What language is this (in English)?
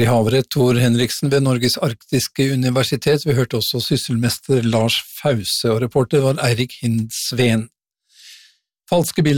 Norwegian